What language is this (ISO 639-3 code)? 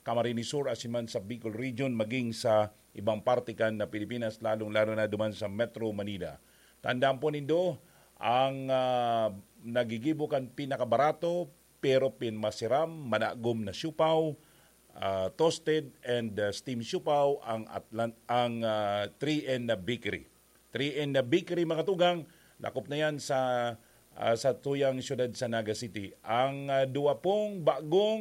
bik